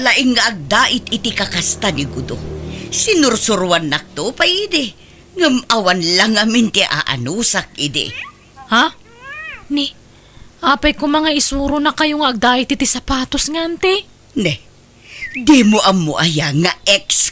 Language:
Iloko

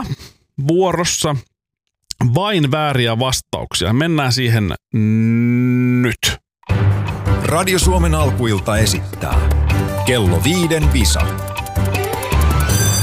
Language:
Finnish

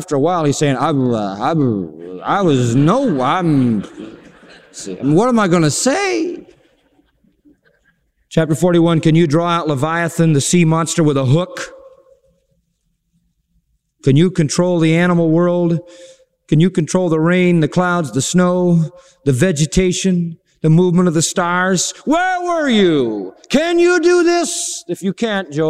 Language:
English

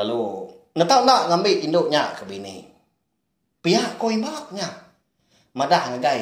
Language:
Iban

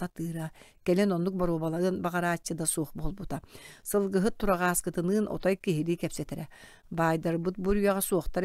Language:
Yakut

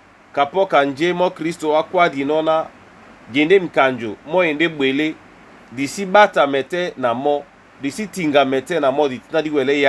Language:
Duala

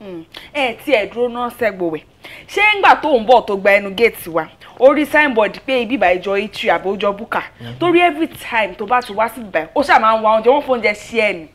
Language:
Yoruba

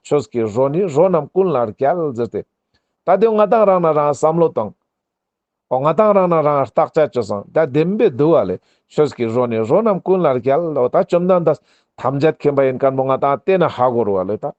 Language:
Ladakhi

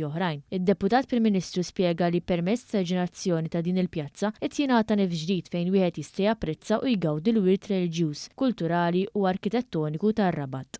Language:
Maltese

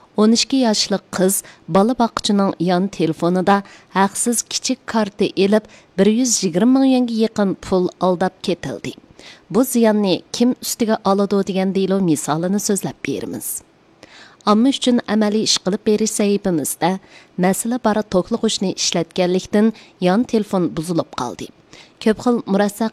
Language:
Uyghur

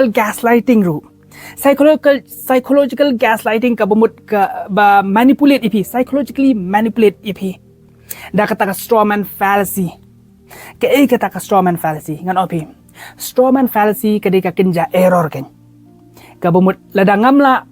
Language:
Khasi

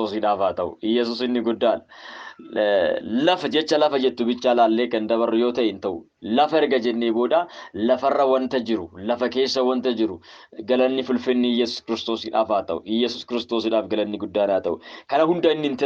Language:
Oromo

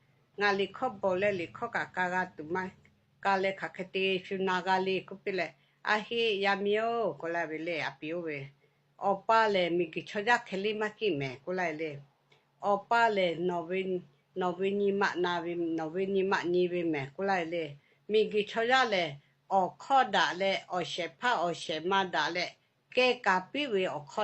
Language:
Lahu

